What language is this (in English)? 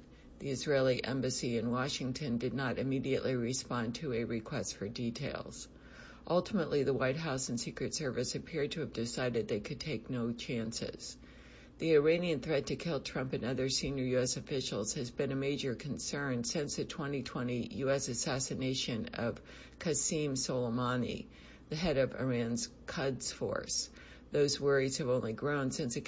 English